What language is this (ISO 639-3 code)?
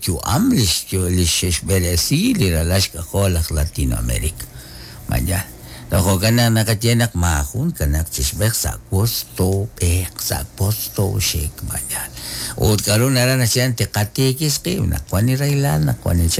kek